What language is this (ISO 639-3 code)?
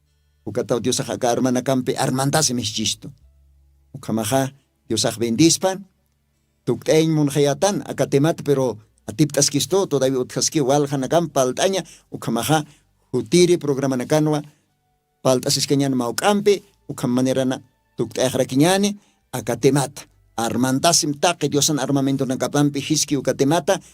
aym